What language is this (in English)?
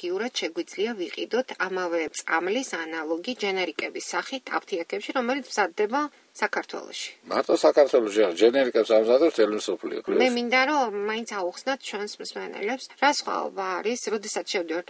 Georgian